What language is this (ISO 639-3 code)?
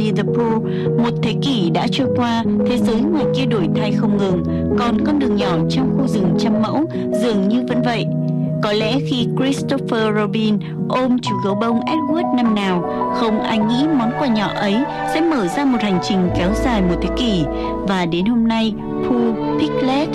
vie